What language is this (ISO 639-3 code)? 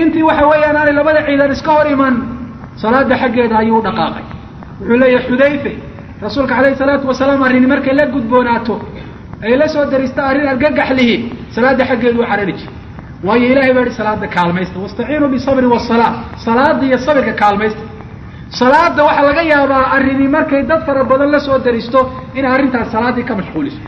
som